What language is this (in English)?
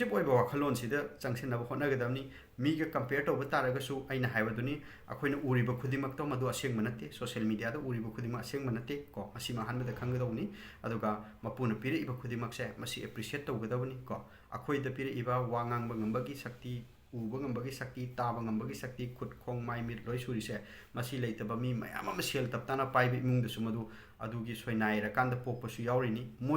Manipuri